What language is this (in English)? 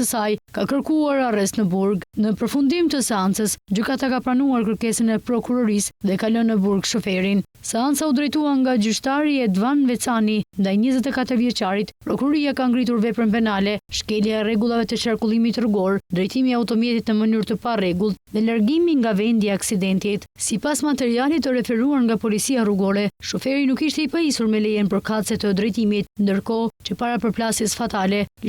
Albanian